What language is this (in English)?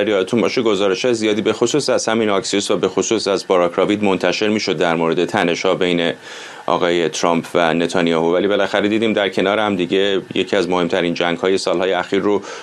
Persian